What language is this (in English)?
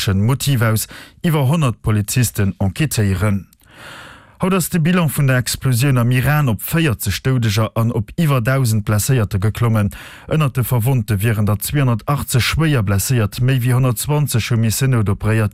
Luxembourgish